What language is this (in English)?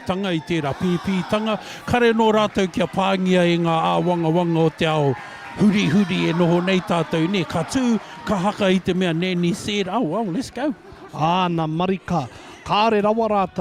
Māori